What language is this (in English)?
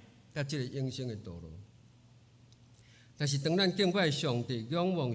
Min Nan Chinese